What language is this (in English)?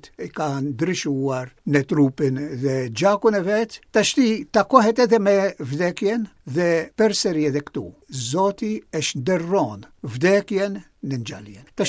Albanian